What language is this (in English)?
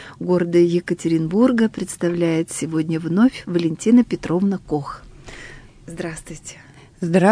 Russian